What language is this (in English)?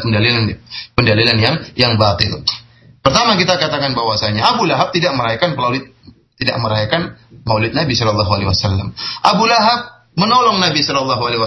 Indonesian